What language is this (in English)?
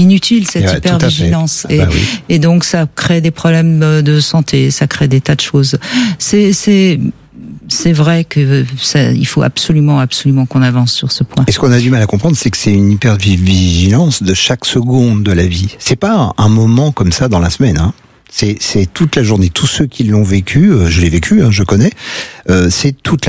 French